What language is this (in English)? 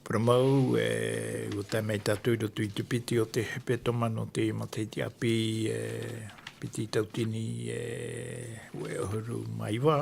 Tahitian